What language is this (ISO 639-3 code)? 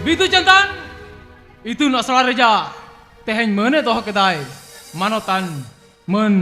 sat